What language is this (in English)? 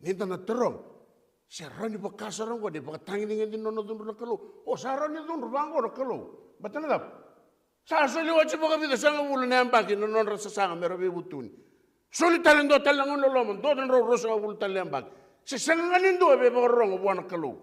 Fijian